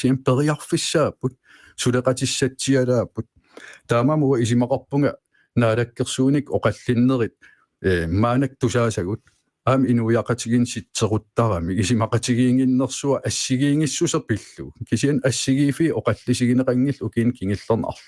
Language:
Kalaallisut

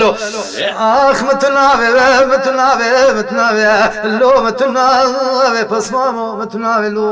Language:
Kurdish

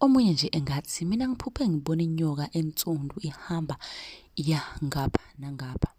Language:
Zulu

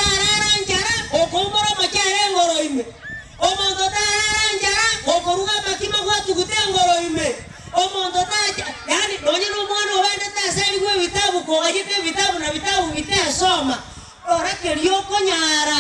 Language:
Gusii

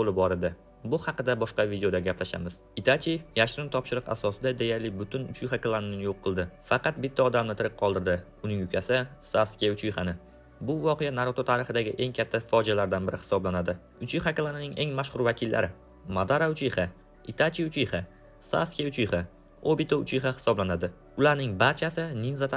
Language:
Uzbek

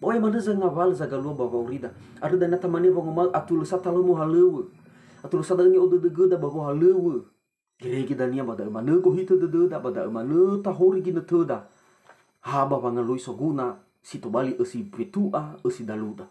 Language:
Nias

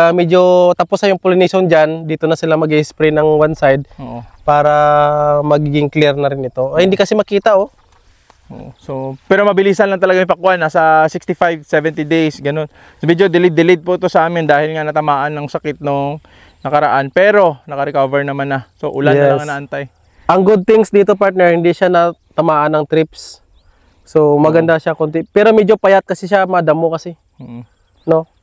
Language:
Filipino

